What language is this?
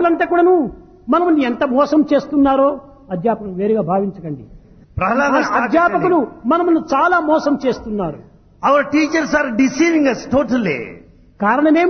Telugu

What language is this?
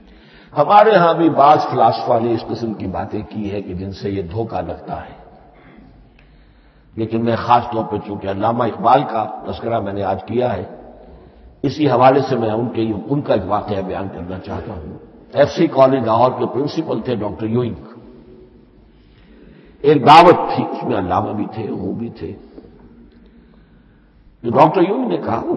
Urdu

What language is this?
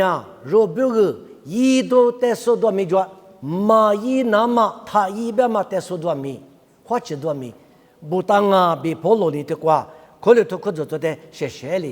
Lisu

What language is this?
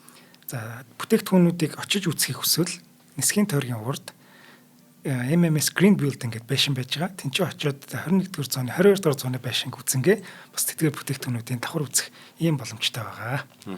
Mongolian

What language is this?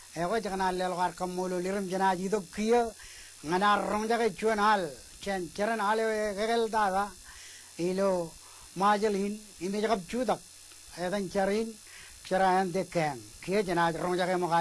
Marshallese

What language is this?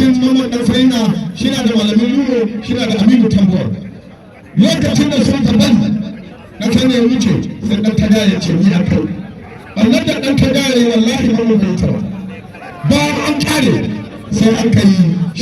Hausa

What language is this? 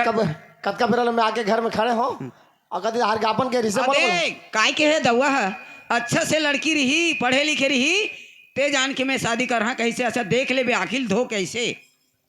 Chhattisgarhi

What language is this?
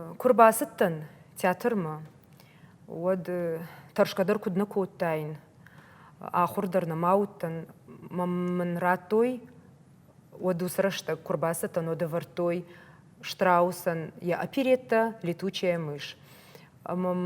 Ossetic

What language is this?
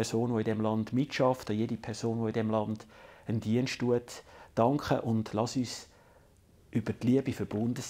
Swiss German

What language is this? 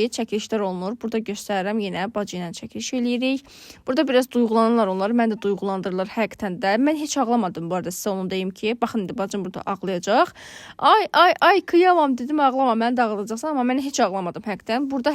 Azerbaijani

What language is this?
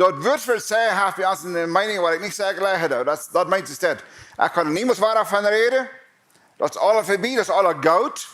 Plautdietsch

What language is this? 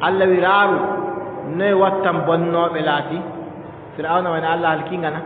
Adamawa Fulfulde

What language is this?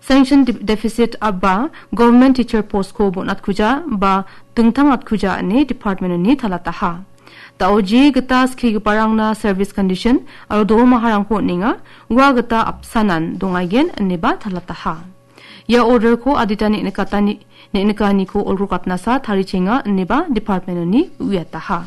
Garo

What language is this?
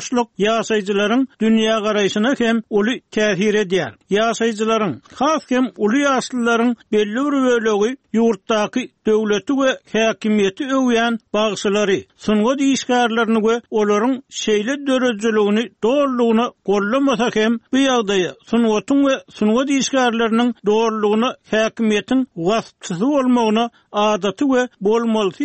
Turkmen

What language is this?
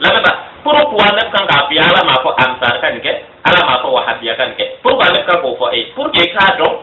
Bambara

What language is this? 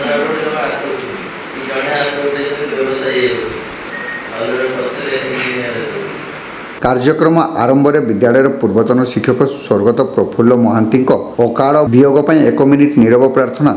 Odia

